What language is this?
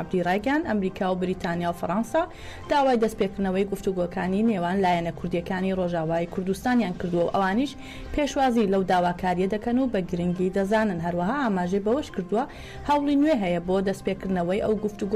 Central Kurdish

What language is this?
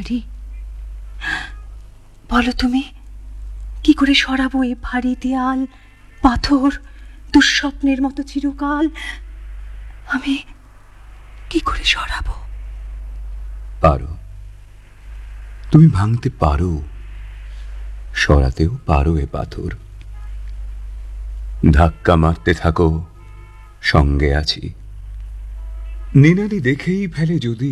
Bangla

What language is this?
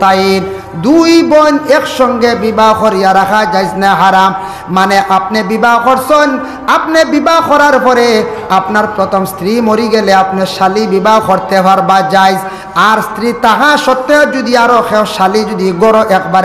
Sylheti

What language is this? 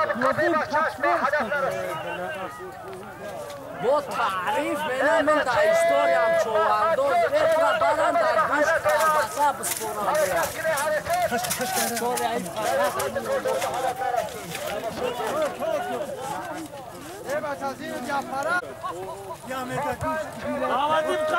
Persian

